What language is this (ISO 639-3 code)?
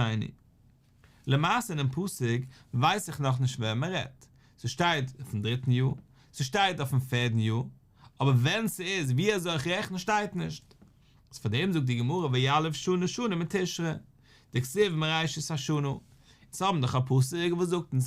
yid